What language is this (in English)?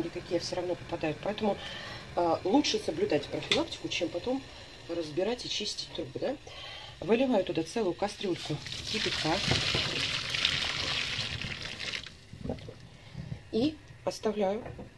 Russian